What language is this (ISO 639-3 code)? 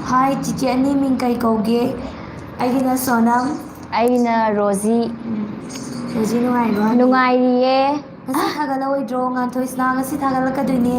mni